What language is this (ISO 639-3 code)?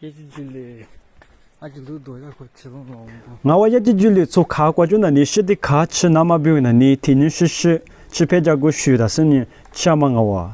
lis